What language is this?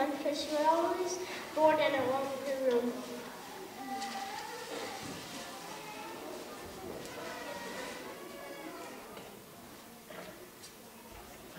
English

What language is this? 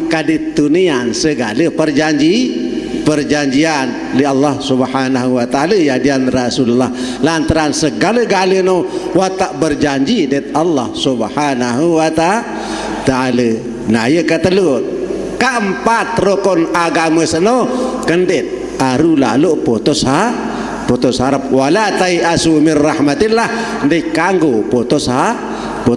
Sasak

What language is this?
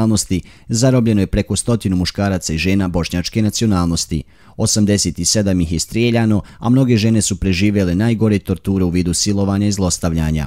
Bosnian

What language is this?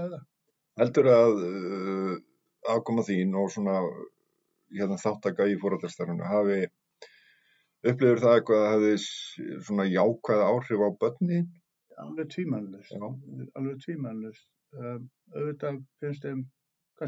Icelandic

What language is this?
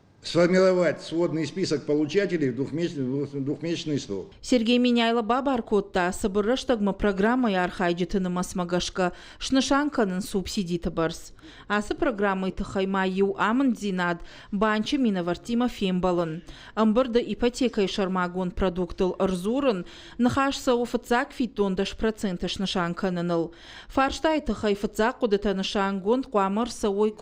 Ossetic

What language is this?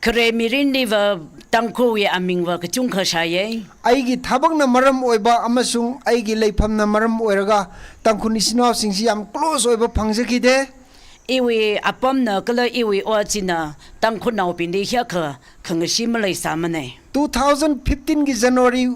Tangkhul Naga (India)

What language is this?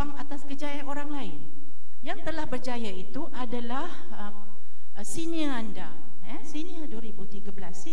Malay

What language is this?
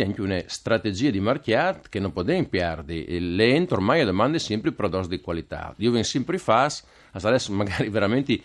Friulian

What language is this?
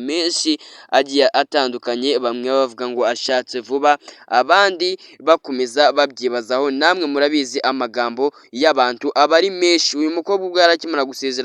Kinyarwanda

